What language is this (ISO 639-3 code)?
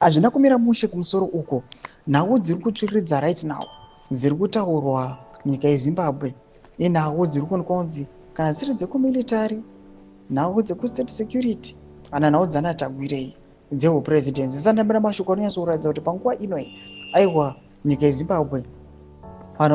sna